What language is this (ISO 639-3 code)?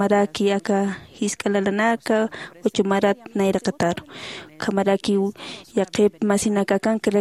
aym